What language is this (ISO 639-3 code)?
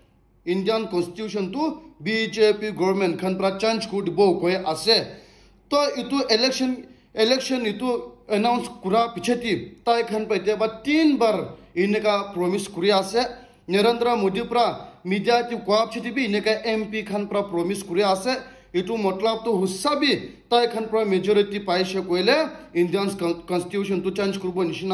nag